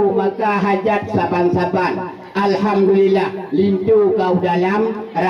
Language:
Achinese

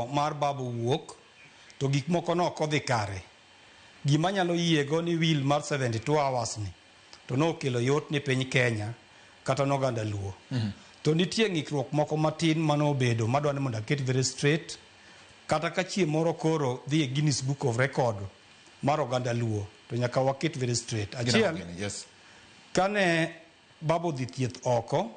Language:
Luo (Kenya and Tanzania)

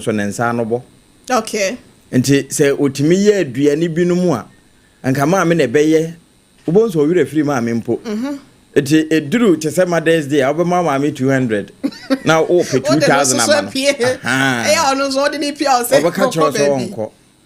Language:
Akan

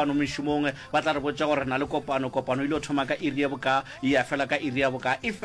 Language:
Northern Sotho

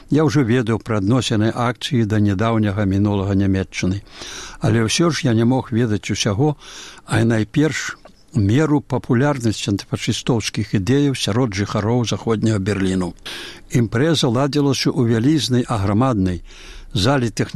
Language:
Belarusian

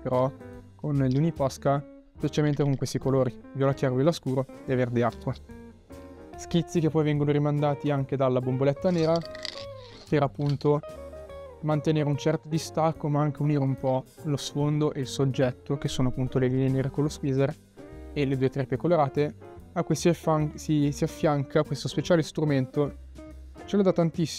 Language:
Italian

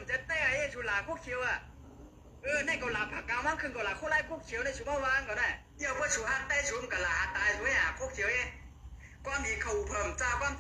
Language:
Shan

